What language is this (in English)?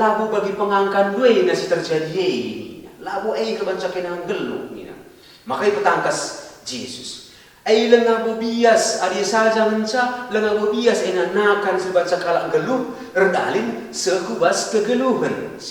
Batak Karo